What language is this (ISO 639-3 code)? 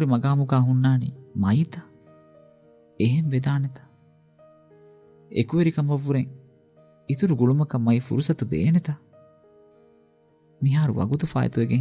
div